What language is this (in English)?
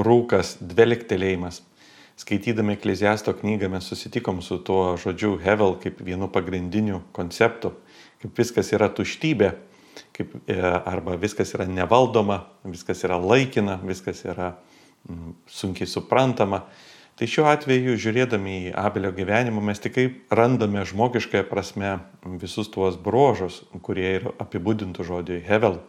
Lithuanian